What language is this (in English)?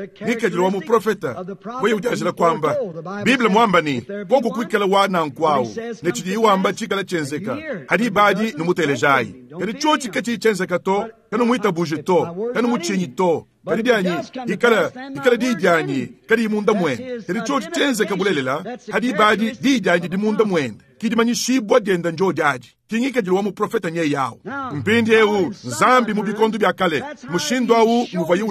Luba-Lulua